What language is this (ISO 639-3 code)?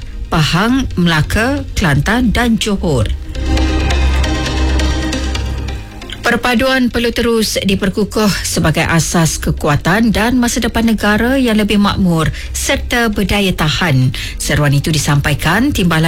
msa